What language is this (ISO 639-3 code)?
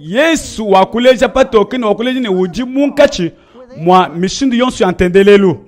lua